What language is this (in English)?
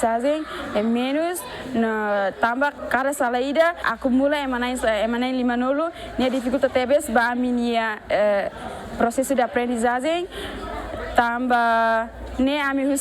Tetum